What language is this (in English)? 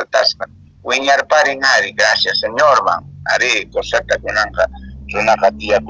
Quechua